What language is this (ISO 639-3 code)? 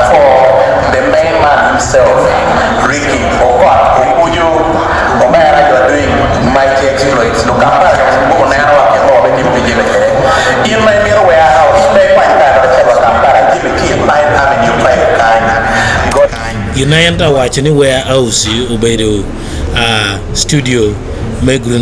ach